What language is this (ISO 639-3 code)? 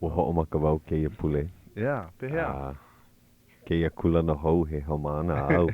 haw